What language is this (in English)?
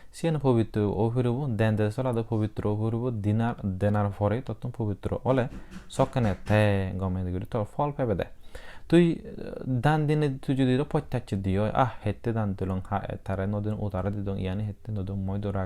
Chakma